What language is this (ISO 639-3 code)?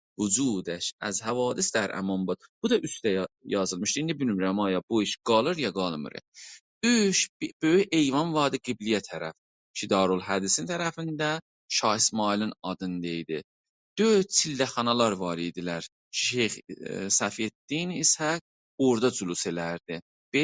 azb